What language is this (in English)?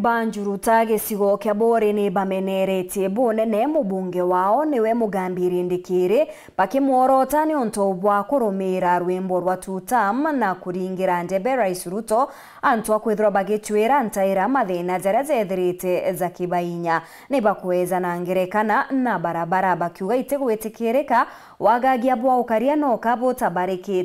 Meru